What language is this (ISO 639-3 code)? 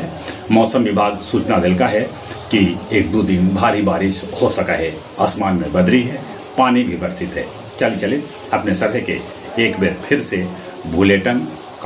mag